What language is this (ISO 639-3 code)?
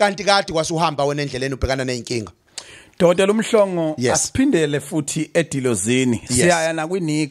zul